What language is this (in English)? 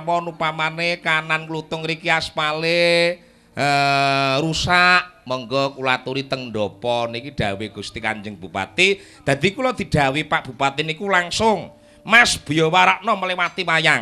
Javanese